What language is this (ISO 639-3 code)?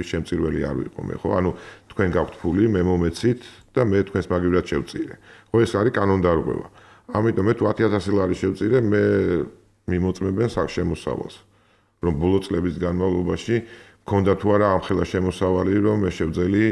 kat